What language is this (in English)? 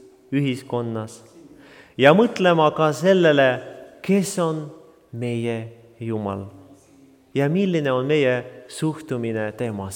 Estonian